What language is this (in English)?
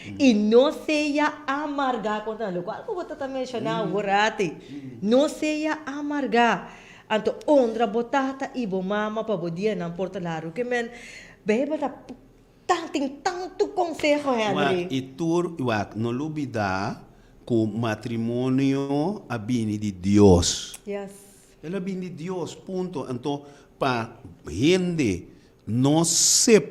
Papiamento